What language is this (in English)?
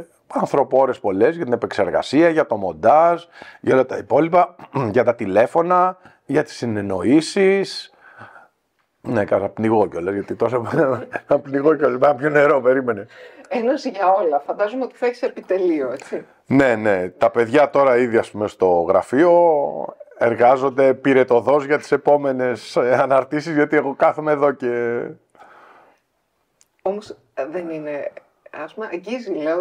Greek